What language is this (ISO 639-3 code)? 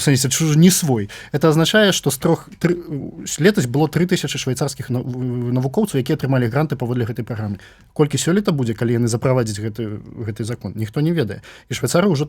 bel